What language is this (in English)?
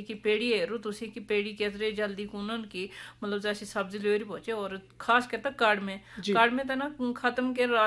Urdu